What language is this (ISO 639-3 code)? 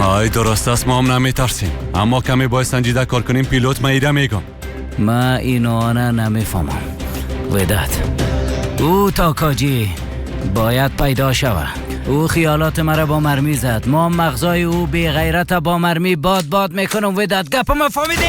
fas